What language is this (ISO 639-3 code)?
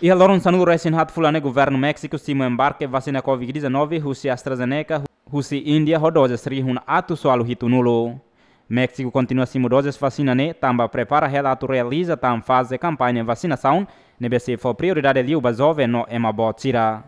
tet